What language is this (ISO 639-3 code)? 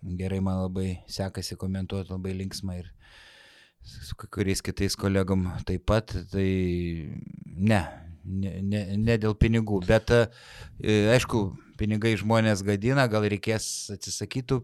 lit